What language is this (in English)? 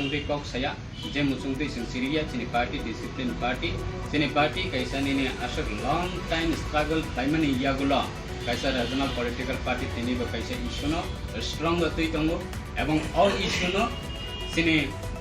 Riang (India)